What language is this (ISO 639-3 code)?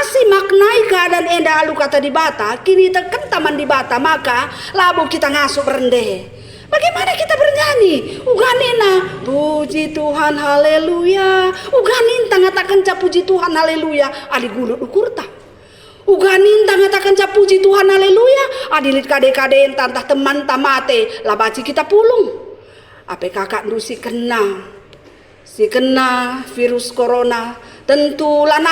btx